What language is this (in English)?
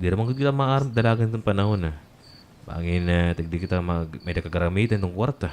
Waray